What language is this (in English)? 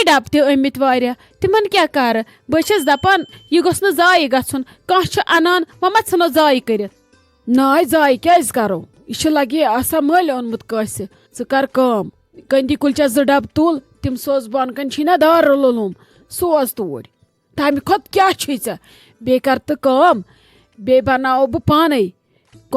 Kashmiri